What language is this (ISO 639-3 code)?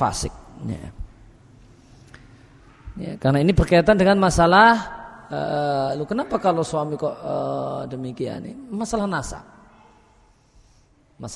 ind